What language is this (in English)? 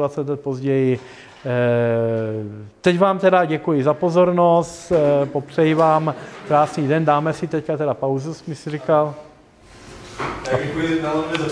Czech